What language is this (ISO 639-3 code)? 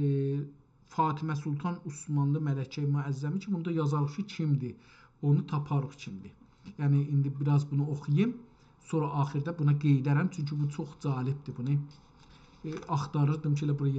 azb